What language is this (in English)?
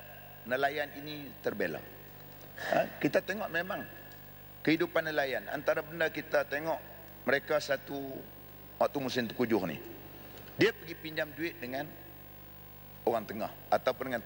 Malay